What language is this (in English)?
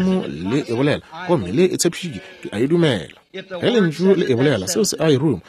Northern Sotho